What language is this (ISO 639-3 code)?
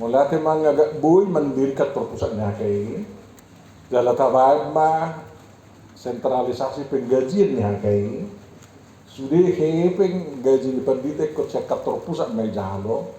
bbc